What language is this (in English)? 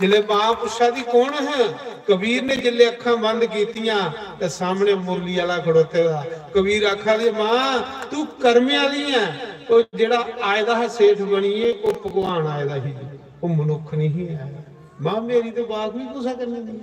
Dogri